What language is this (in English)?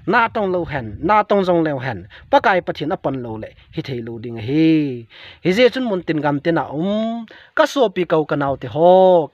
Thado Chin